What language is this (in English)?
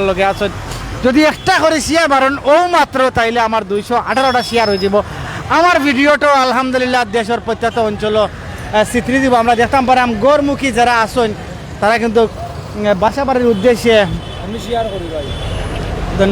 Sylheti